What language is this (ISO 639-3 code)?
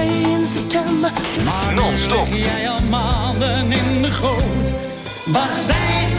nld